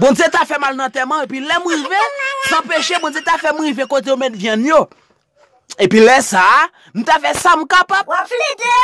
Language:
Haitian Creole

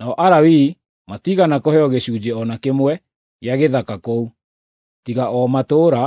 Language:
Kikuyu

